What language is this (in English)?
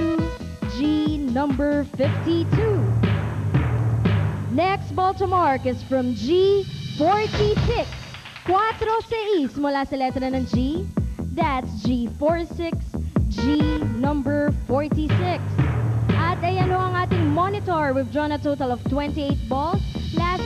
Filipino